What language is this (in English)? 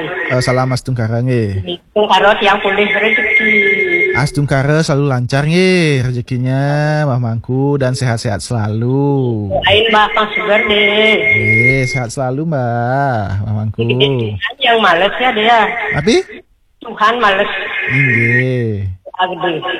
Balinese